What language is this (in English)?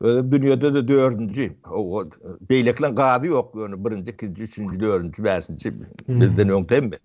Turkmen